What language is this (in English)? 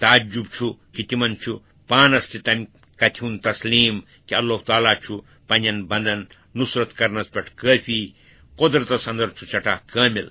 Kashmiri